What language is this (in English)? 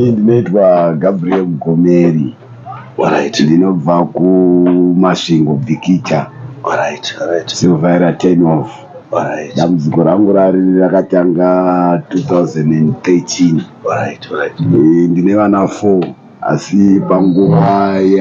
Shona